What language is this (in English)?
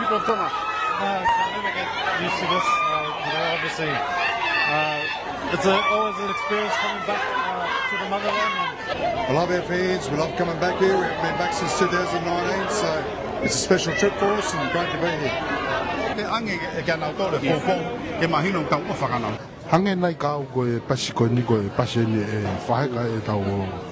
Tongan